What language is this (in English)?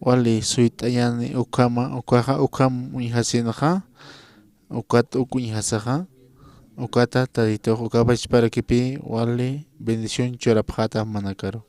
Aymara